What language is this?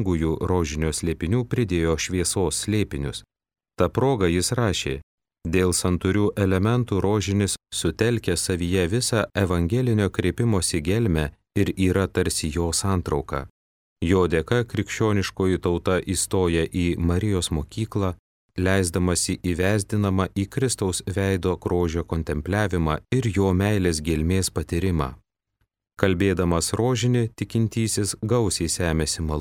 Lithuanian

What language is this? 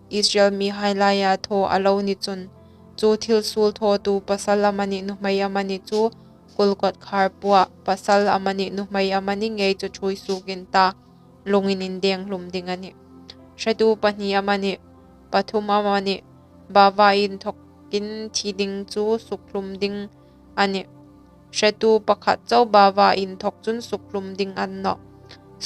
Hmar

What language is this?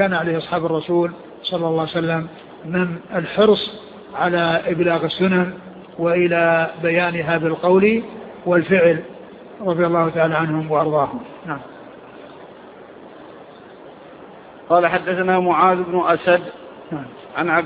Arabic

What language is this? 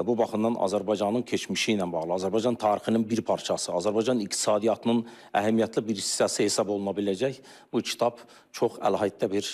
Azerbaijani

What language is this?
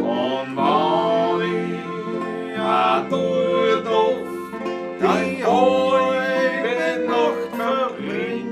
Bavarian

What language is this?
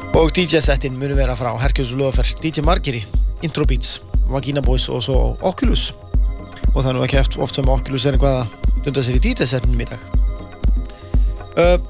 Icelandic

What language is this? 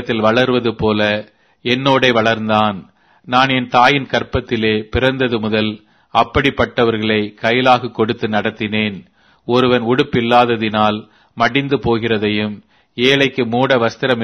Tamil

